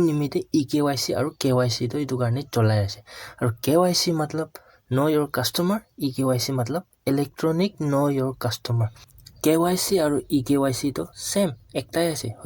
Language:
Naga Pidgin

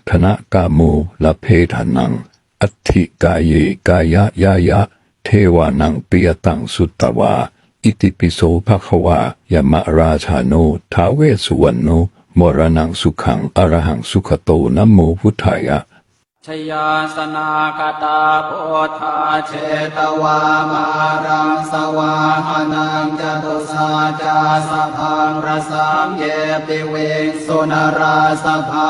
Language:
Pali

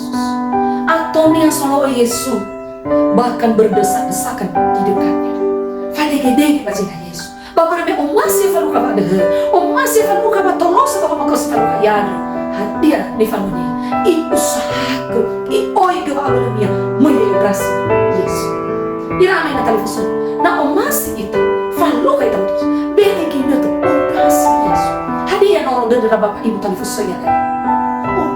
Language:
Nias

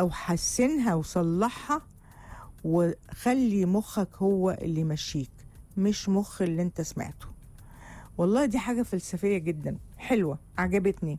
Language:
Egyptian Arabic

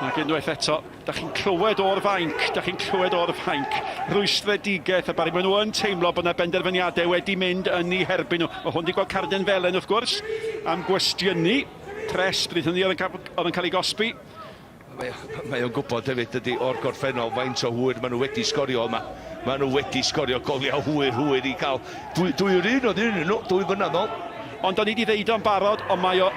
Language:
Welsh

